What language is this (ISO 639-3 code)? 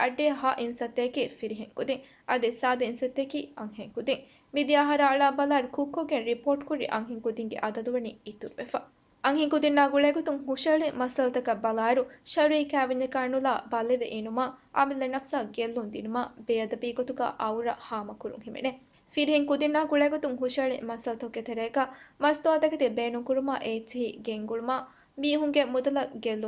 div